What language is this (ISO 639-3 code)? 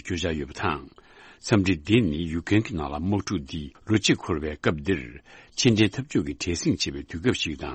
bod